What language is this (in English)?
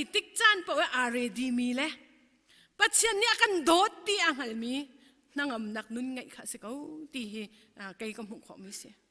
Hakha Chin